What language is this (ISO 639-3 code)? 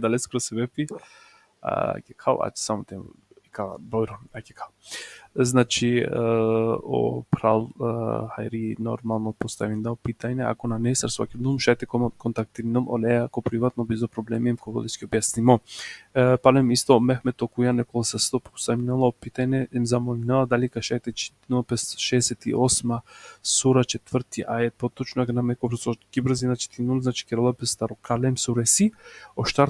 rmn